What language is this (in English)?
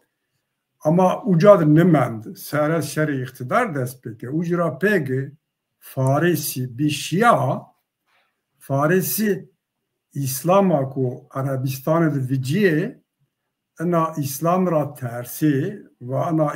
Zaza